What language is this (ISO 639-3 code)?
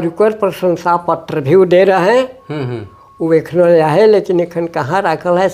sck